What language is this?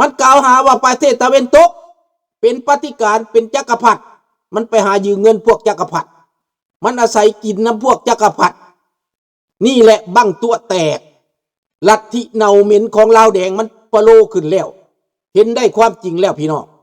Lao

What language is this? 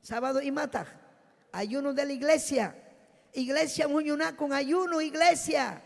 Ayacucho Quechua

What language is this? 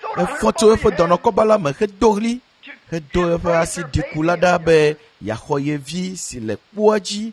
Ewe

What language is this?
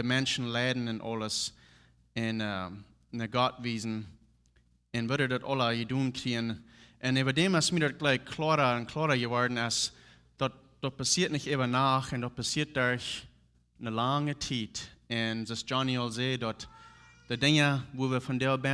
Plautdietsch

